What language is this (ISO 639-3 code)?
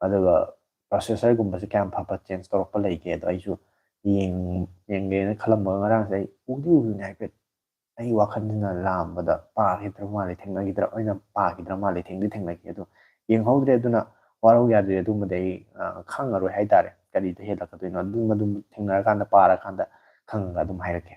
mni